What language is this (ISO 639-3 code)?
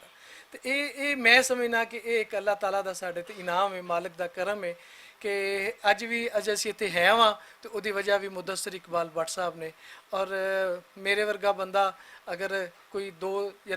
lah